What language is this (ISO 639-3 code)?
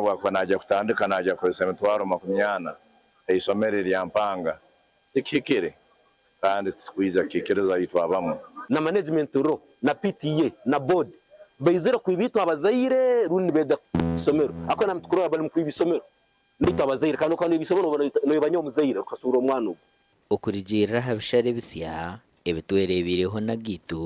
nyn